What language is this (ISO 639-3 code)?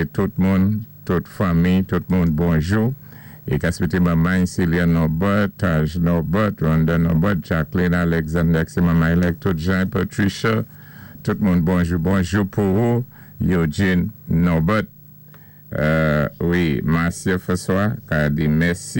acf